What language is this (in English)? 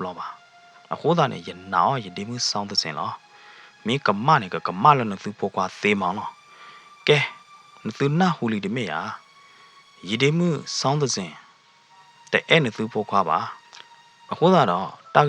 S'gaw Karen